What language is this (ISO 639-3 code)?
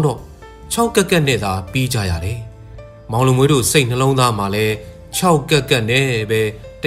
mya